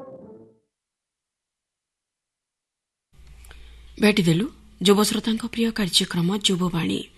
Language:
Odia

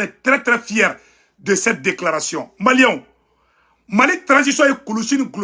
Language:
Bambara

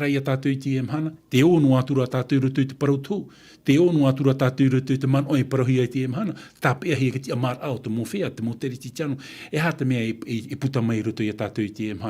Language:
Tahitian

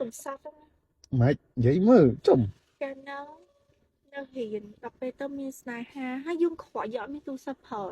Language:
Khmer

